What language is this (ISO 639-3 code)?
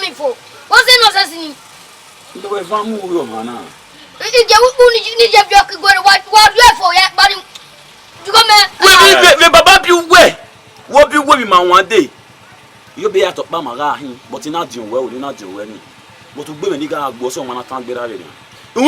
bin